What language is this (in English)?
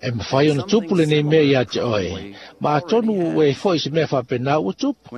Samoan